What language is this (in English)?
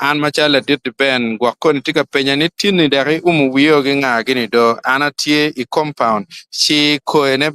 Acoli